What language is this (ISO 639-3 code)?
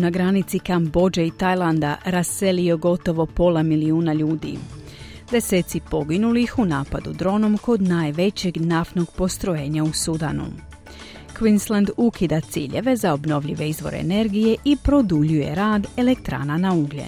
hrv